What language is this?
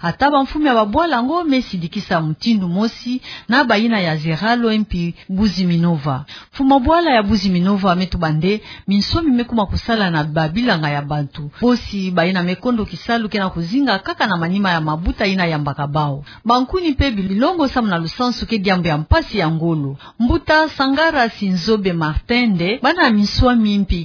Kituba (Democratic Republic of Congo)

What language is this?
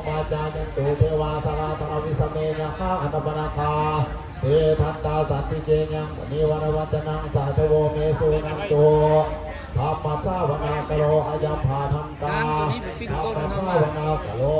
Pali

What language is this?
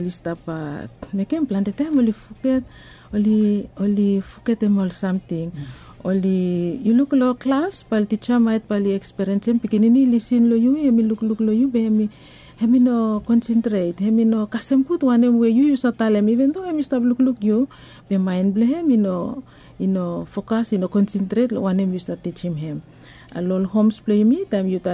Bislama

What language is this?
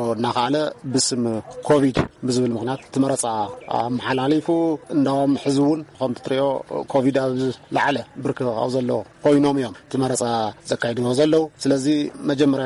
Tigrinya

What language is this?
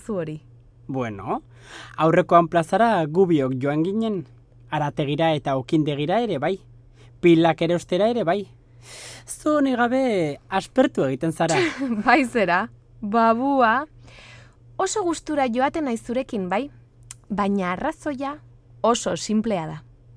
Basque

